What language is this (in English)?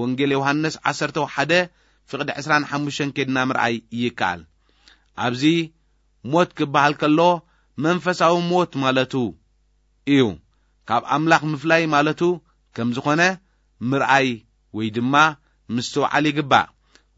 Tigrinya